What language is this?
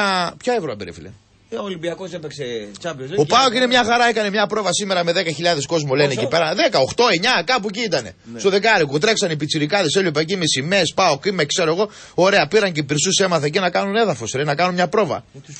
Greek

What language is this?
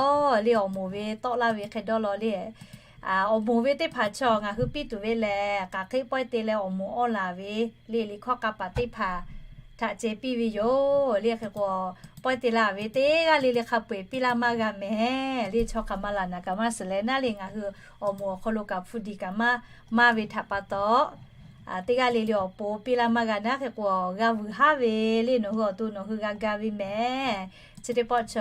Lahu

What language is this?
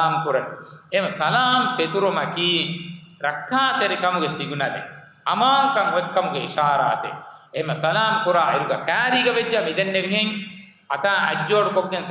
Divehi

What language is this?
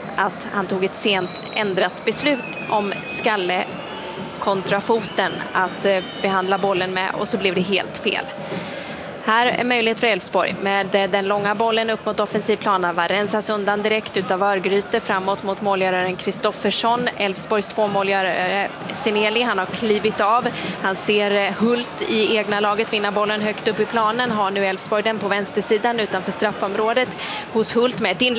Swedish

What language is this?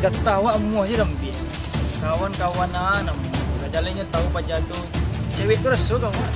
Minangkabau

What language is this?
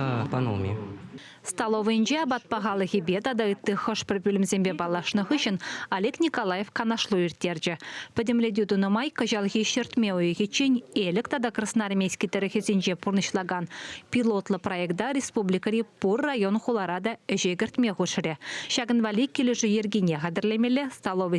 Chuvash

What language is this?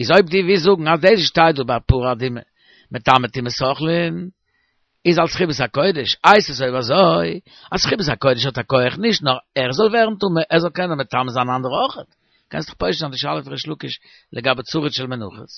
Yiddish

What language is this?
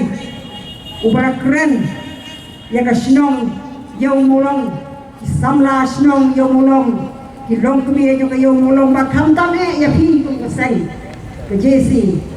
Khasi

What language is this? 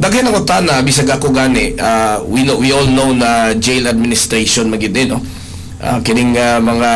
Cebuano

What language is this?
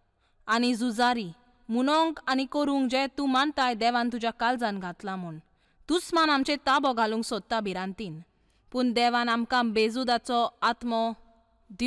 Konkani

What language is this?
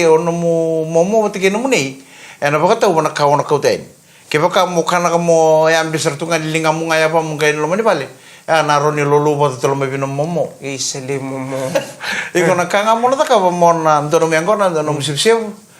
Fijian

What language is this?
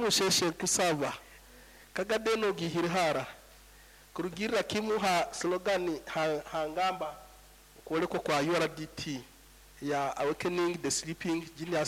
Nyoro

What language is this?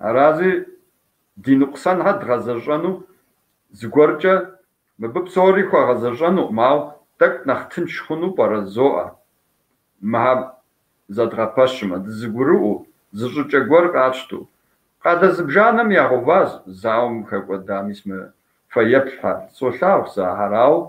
Kabardian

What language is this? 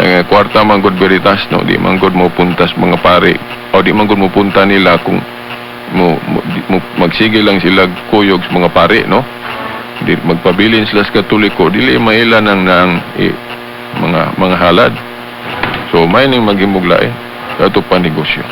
Cebuano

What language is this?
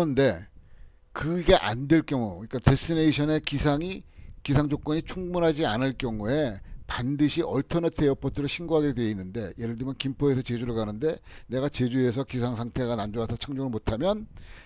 Korean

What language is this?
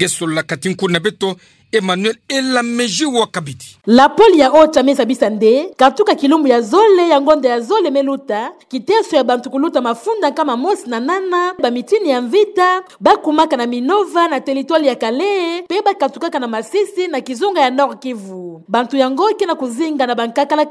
Kituba (Democratic Republic of Congo)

